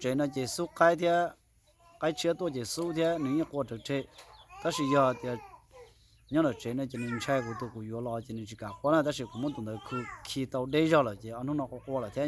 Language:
Hmong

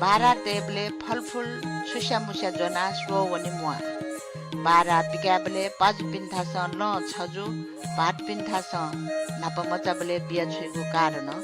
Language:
Newari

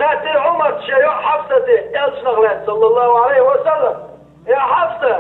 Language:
Chechen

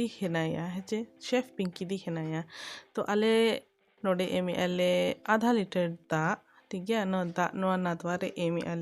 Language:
Santali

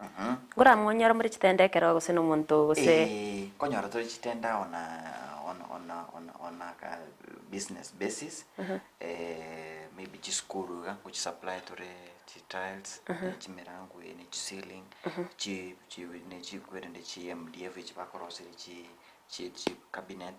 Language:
Gusii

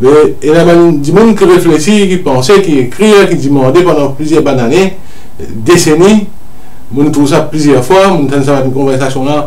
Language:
Morisyen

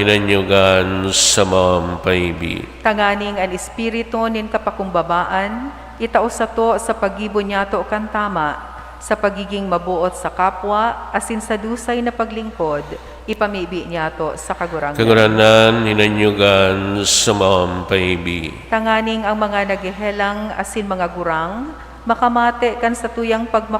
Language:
Bikol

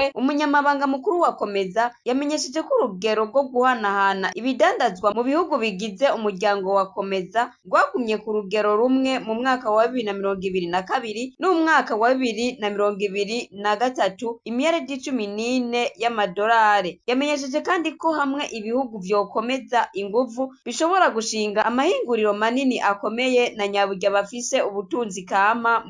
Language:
Rundi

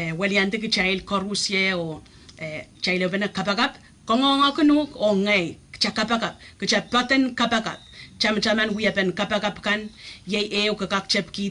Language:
Pohnpeian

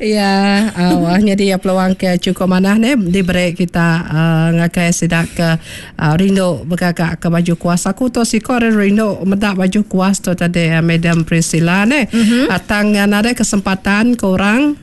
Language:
Iban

